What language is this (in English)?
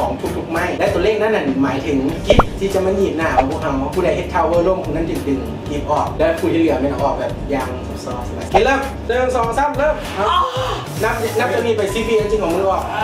Lao